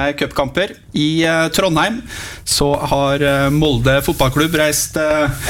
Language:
Norwegian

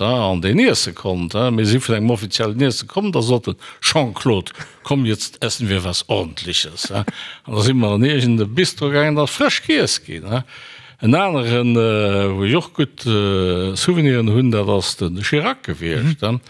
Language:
Luxembourgish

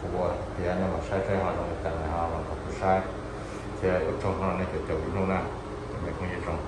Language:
Hmong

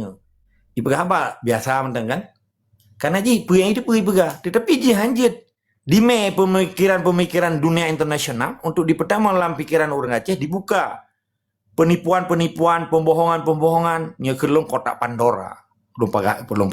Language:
Achinese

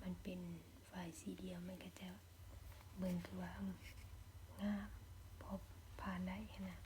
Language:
Lao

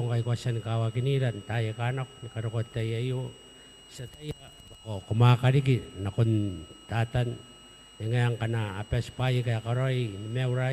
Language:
Gilbertese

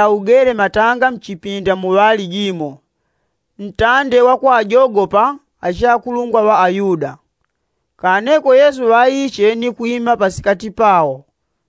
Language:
Yao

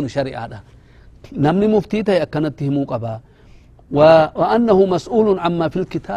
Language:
Oromo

